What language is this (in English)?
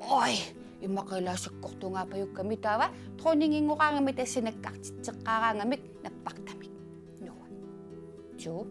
Kalaallisut